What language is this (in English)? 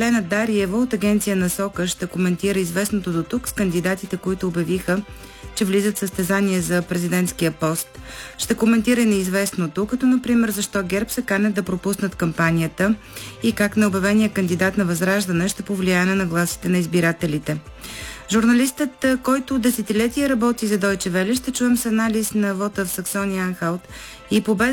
Bulgarian